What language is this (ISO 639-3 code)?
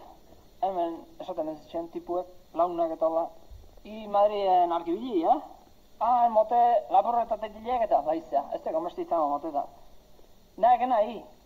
eus